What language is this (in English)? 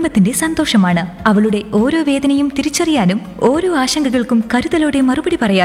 Malayalam